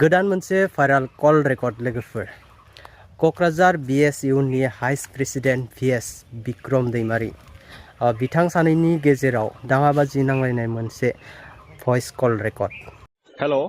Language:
Bodo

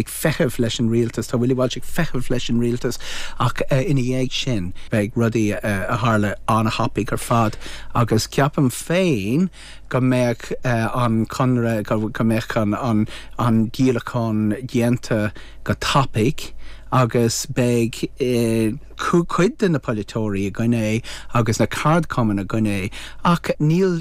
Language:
Irish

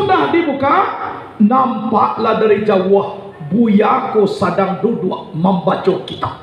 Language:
Minangkabau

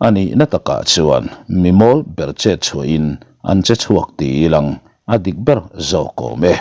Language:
Mizo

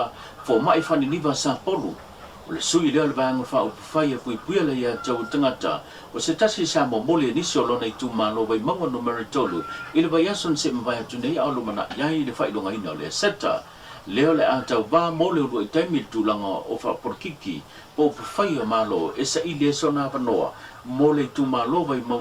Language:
Samoan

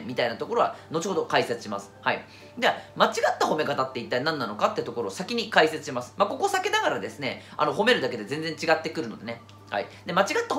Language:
Japanese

